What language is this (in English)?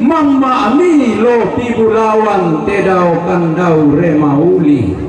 Toraja-Sa'dan